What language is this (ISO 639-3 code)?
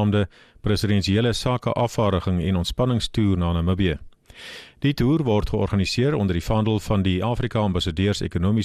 afr